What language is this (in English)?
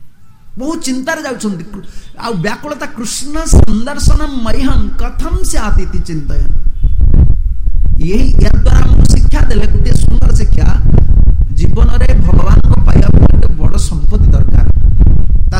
Odia